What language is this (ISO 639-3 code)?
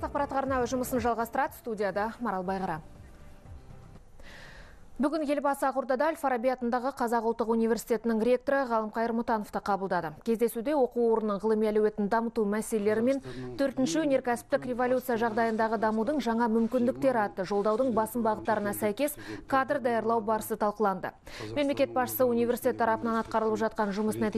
kaz